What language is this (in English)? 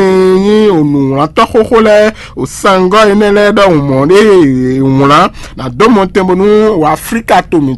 Fon